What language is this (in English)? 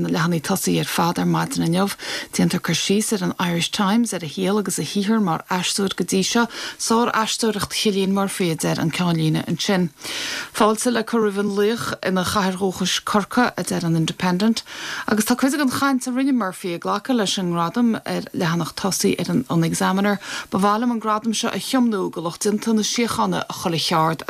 Irish